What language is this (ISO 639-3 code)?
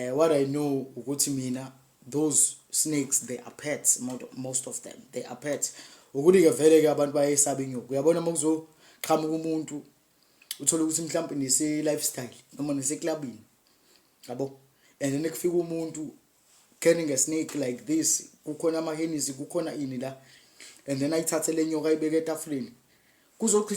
zul